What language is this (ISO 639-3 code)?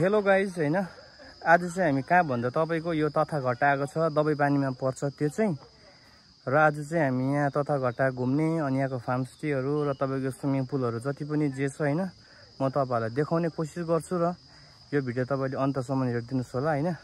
nep